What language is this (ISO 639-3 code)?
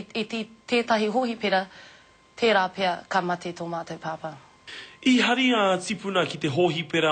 mri